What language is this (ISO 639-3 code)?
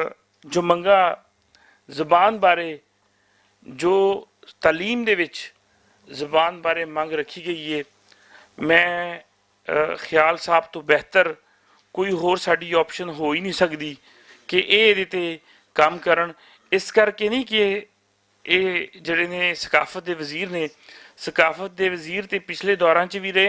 lah